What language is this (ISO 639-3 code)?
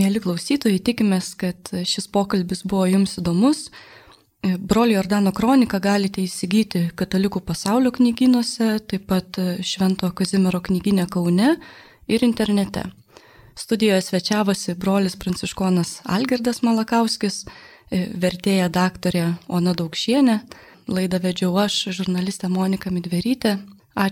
lit